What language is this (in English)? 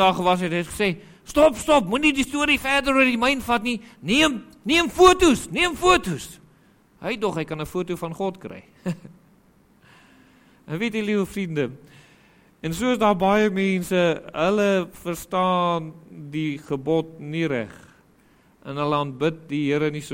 Afrikaans